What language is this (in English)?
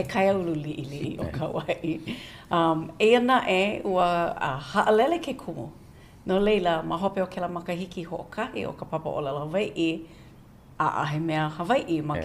Hawaiian